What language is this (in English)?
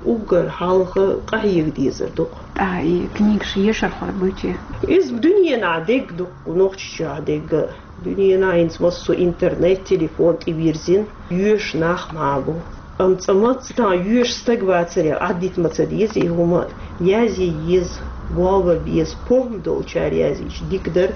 Chechen